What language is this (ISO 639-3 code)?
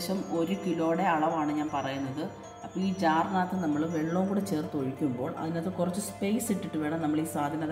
mal